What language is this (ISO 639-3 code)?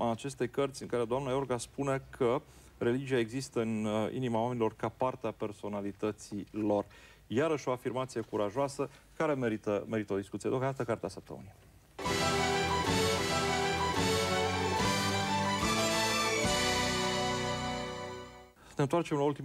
ron